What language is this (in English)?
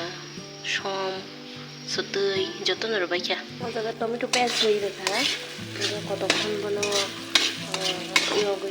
Kok Borok